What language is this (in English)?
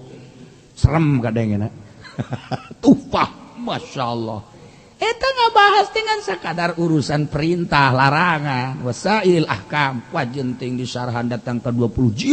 Sundanese